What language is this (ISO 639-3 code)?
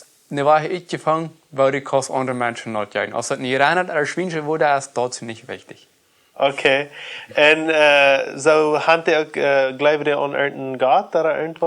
pdt